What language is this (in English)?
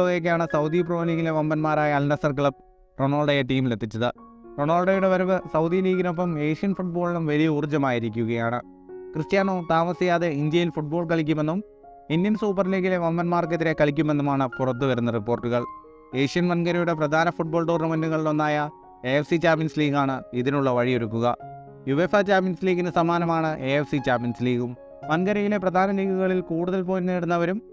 Malayalam